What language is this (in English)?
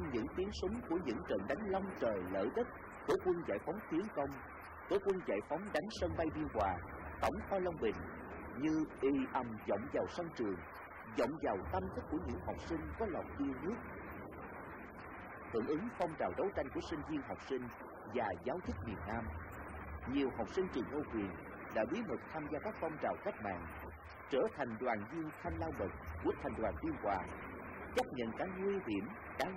Vietnamese